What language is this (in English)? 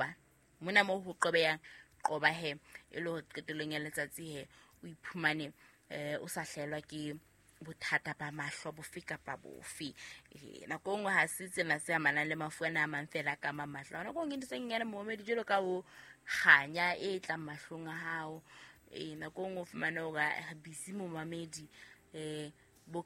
Southern Sotho